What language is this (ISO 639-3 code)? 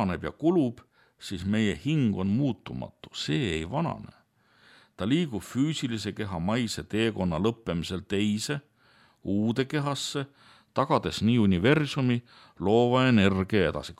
est